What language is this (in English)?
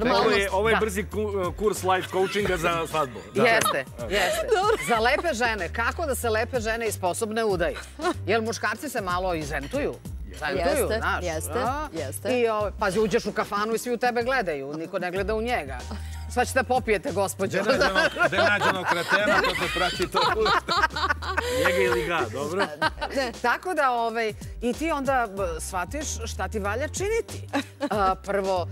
Serbian